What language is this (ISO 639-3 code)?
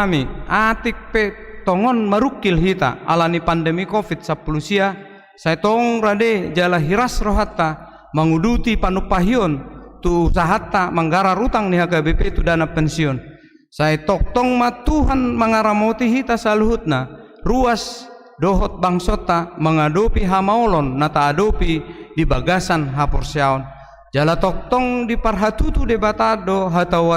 bbc